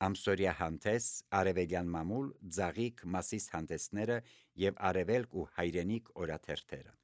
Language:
Armenian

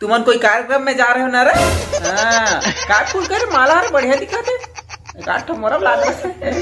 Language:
Chhattisgarhi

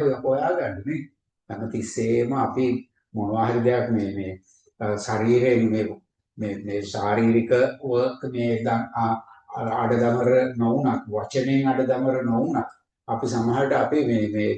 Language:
Sinhala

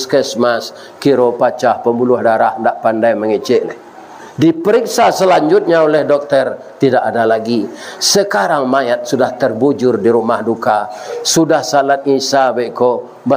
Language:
Minangkabau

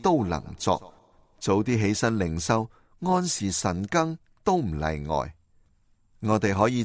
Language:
Cantonese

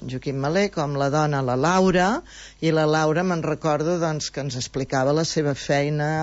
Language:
Catalan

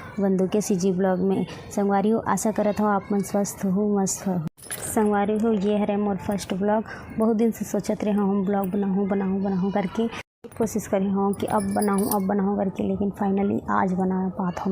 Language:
Chhattisgarhi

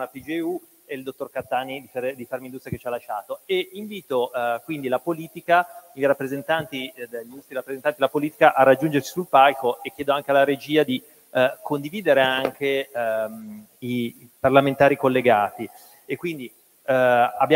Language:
Italian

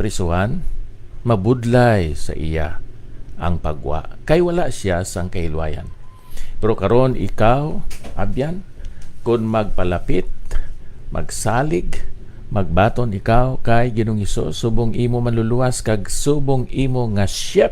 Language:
Hiligaynon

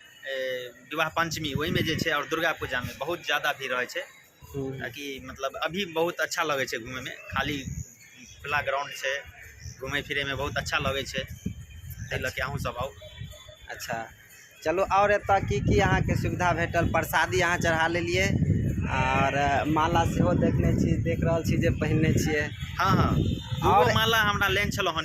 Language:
Maithili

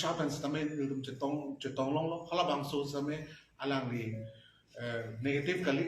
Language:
Karbi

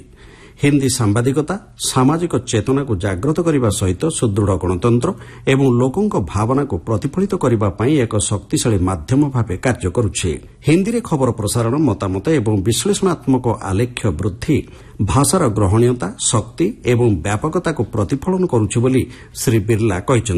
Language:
Odia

